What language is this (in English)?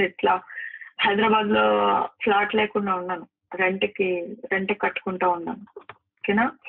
Telugu